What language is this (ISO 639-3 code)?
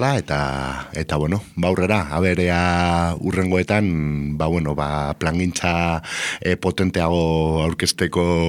eus